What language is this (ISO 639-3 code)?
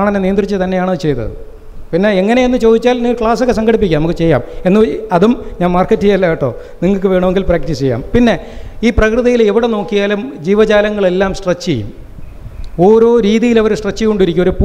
mal